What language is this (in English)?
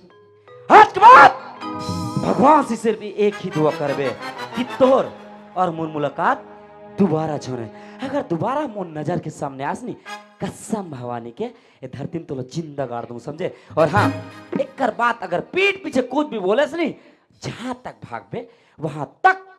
Chhattisgarhi